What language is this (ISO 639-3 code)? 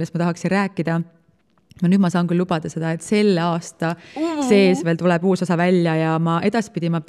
est